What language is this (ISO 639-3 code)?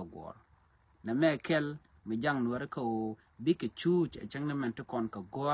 nus